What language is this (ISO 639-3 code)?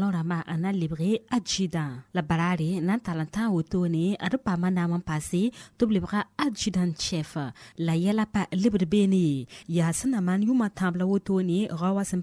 mos